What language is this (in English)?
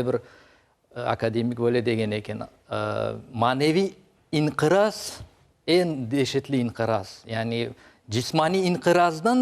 Crimean Tatar